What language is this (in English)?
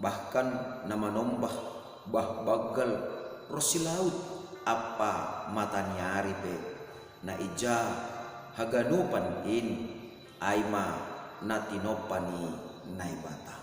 Batak Simalungun